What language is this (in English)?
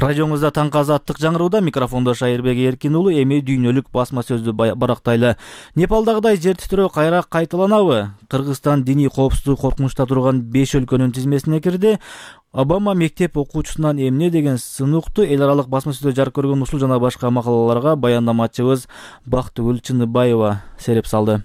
Kyrgyz